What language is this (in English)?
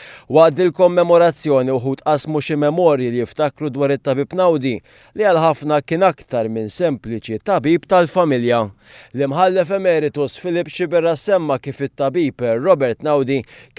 Maltese